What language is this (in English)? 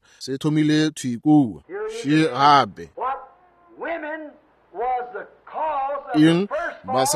Northern Sotho